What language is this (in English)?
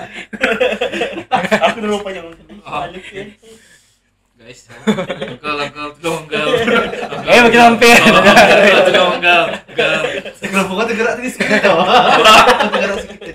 Malay